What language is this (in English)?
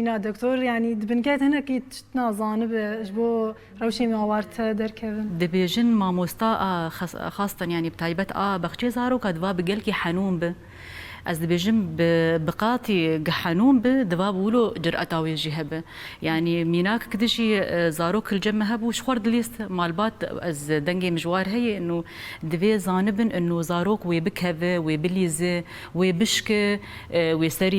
Kurdish